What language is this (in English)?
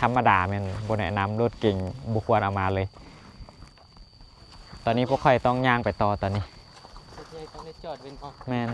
Lao